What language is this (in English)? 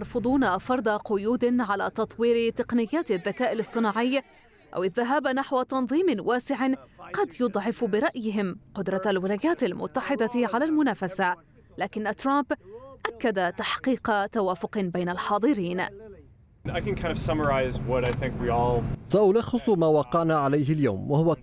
Arabic